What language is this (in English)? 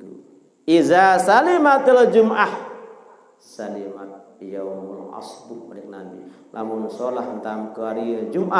Sasak